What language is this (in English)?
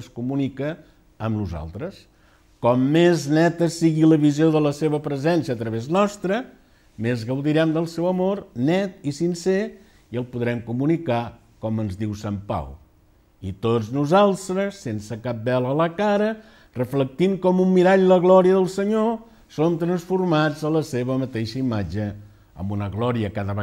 Catalan